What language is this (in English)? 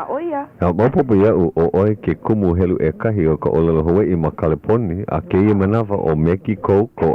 Hawaiian